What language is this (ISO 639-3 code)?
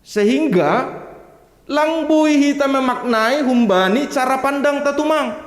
bts